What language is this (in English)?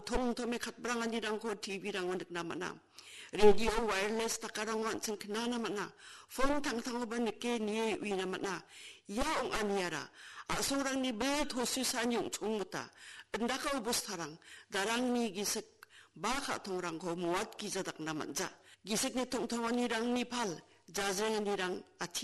Garo